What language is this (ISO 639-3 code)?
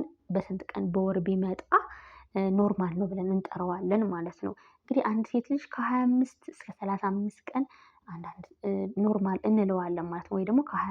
amh